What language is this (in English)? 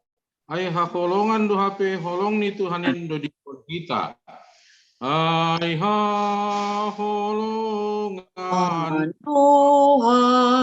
Batak Simalungun